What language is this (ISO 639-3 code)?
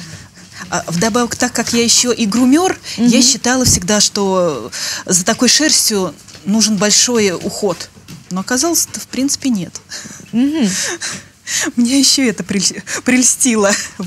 rus